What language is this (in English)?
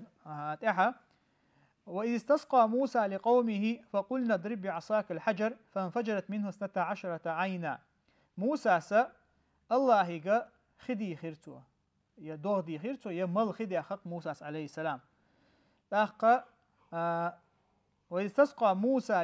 Chechen